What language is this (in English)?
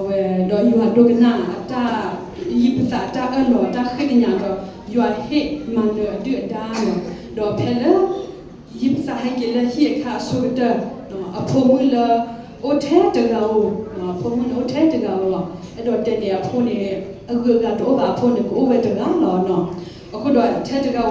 S'gaw Karen